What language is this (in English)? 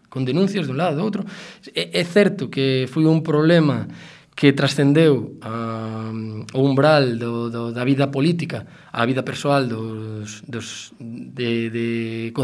Galician